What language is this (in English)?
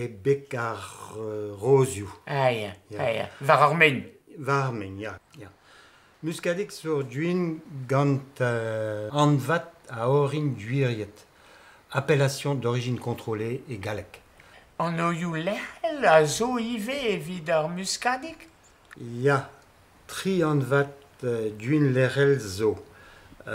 Breton